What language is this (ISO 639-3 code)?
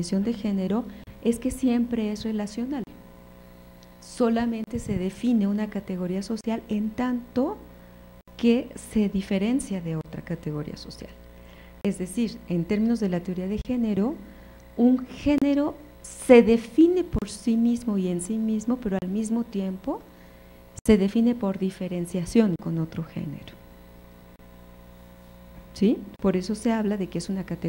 spa